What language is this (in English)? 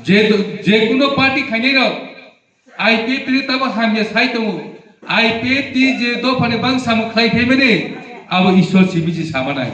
Kok Borok